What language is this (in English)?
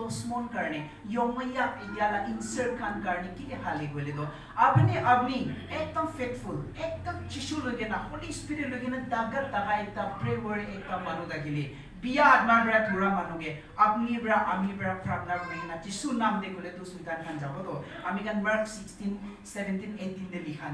Naga Pidgin